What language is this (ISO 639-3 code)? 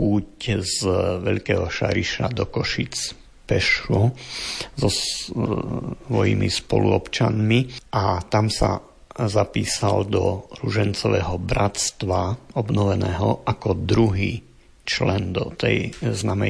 slk